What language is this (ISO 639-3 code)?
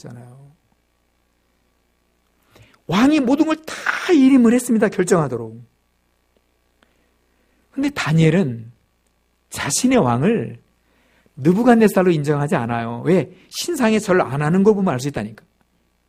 kor